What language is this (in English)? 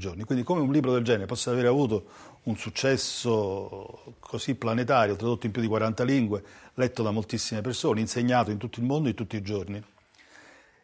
Italian